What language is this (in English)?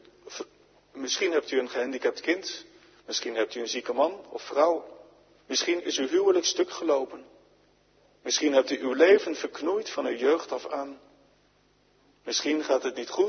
Dutch